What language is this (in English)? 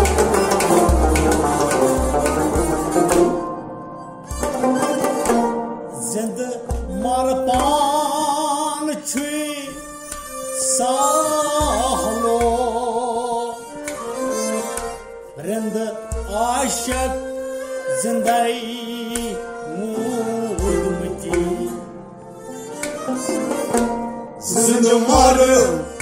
Kashmiri